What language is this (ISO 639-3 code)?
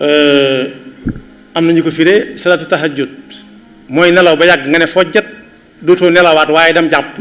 wol